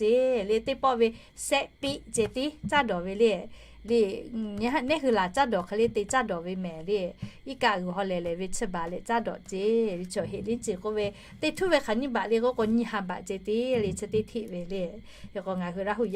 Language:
Lahu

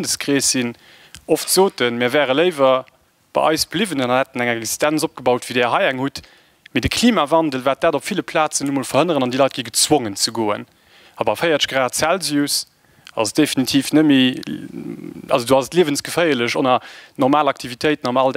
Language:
Luxembourgish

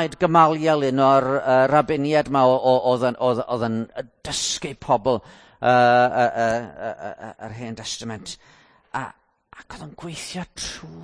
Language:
Welsh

